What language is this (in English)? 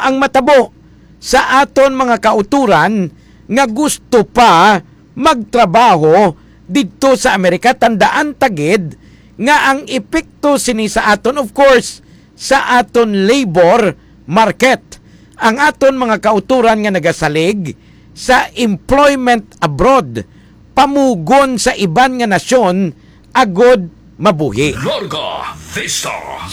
Hiligaynon